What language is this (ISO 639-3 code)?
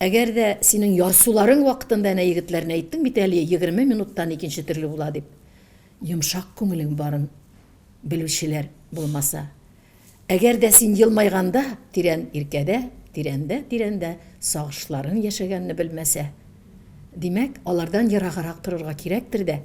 tat